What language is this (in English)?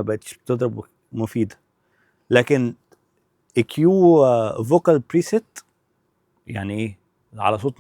Egyptian Arabic